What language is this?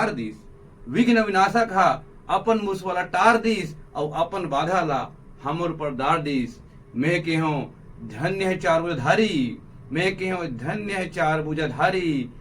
Chhattisgarhi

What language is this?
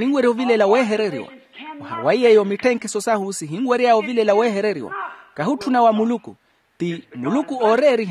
Makhuwa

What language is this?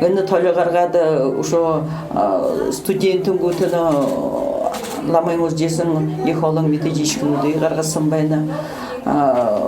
Buriat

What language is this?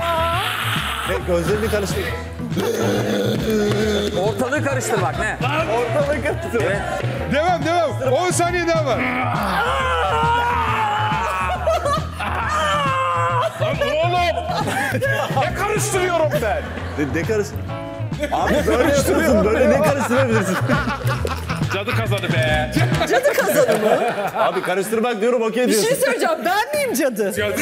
Turkish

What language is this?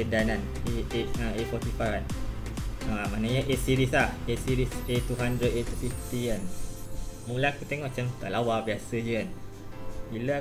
Malay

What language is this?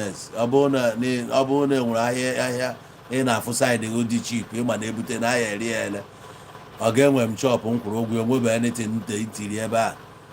Igbo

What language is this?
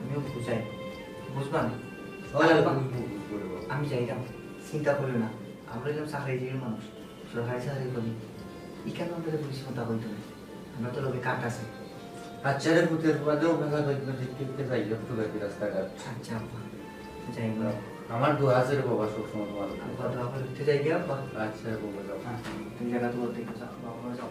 Sylheti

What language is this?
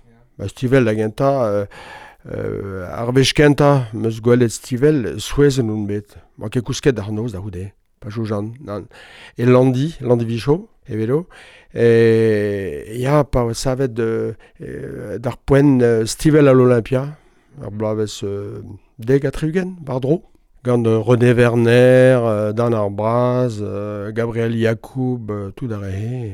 Breton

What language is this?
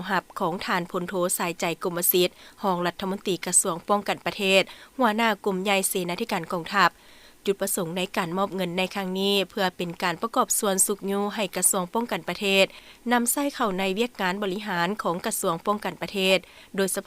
Lao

